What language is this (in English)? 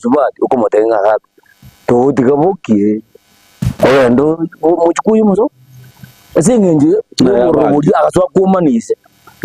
Gusii